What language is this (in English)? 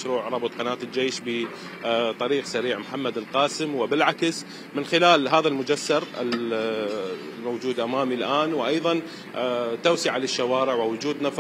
Mesopotamian Arabic